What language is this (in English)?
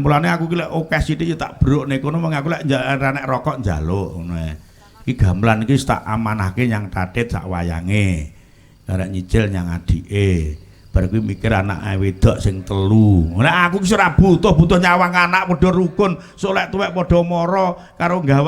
Javanese